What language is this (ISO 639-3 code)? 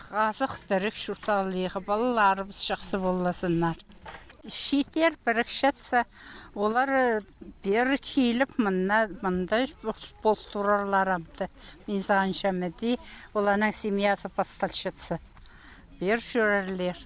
kjh